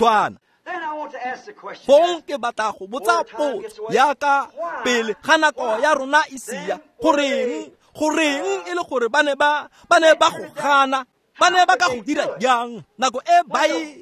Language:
Tswana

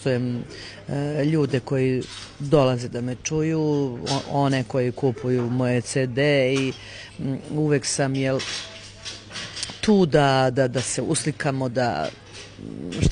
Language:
Serbian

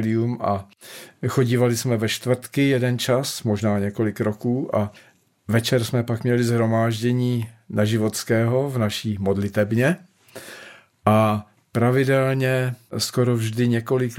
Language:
Czech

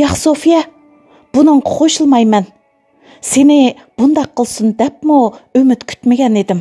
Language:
Uyghur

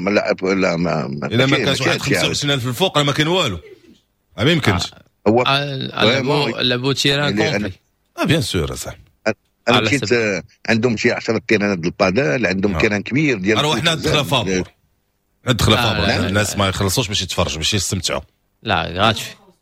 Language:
Moroccan Arabic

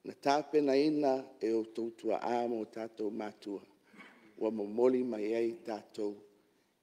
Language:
Samoan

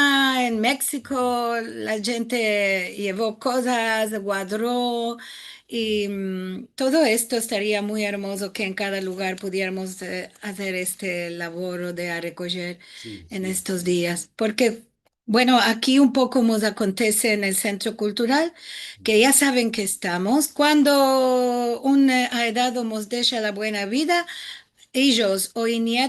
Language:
Ladino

